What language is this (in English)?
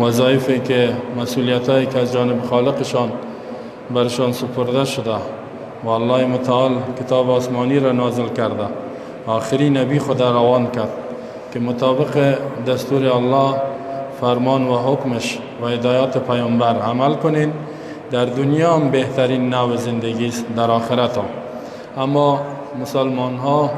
Persian